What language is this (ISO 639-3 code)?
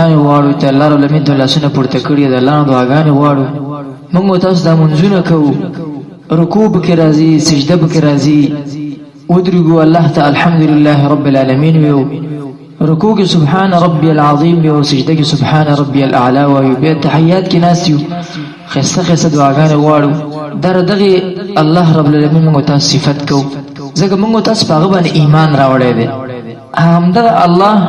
pus